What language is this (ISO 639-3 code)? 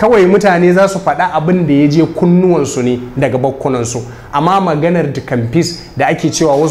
hau